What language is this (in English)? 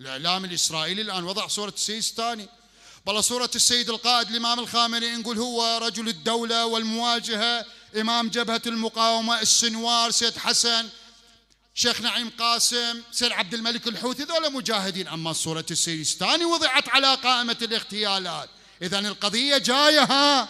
Mesopotamian Arabic